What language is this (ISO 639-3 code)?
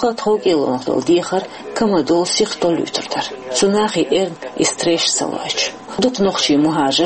che